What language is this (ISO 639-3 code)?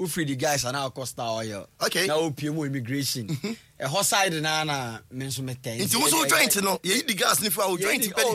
aka